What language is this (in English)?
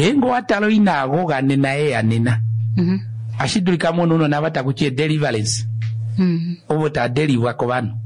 Kuanyama